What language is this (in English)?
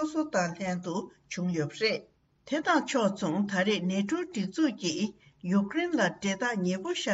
Tibetan